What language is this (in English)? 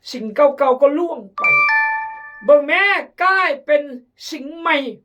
Khmu